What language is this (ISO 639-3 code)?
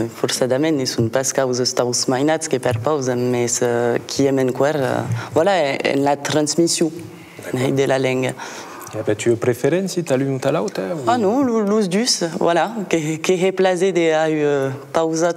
oci